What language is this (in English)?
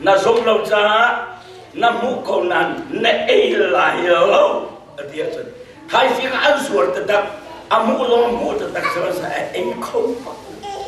Hakha Chin